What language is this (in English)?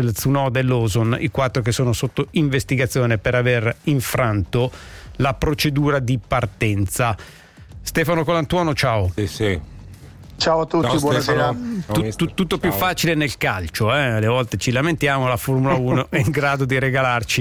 Italian